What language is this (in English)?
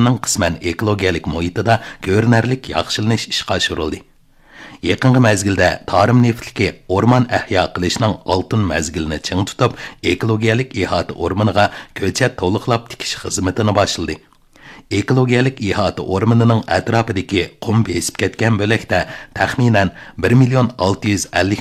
Uyghur